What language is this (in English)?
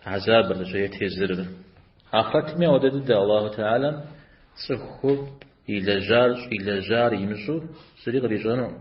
Kabardian